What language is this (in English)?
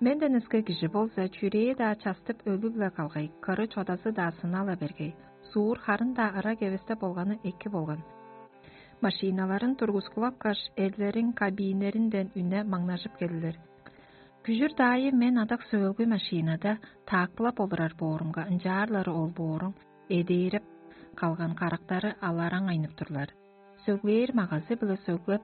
Tuvinian